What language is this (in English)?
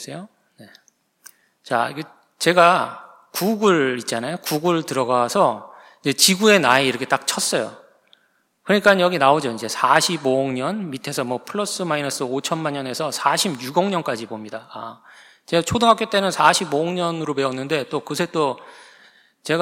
Korean